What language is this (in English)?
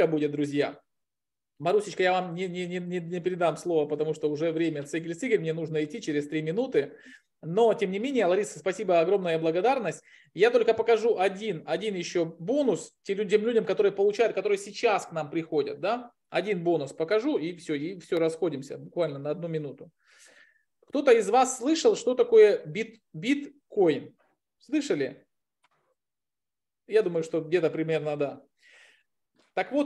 Russian